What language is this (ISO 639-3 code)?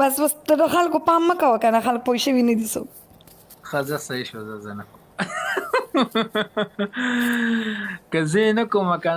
pus